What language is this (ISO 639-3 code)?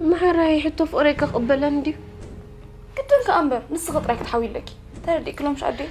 tir